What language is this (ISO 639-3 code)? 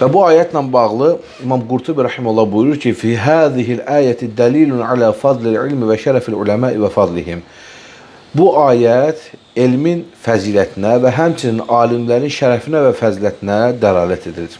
aze